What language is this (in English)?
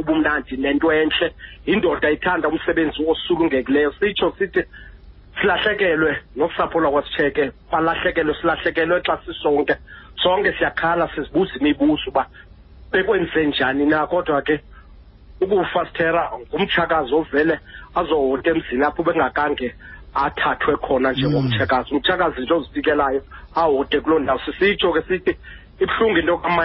Xhosa